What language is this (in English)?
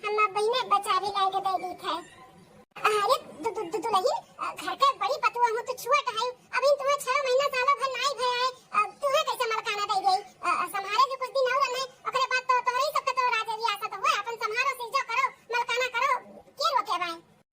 Awadhi